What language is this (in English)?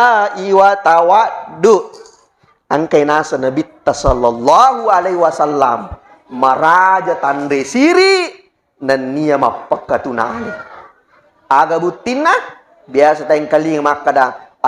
Buginese